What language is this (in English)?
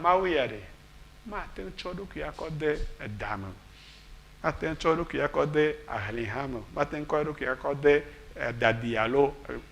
Ewe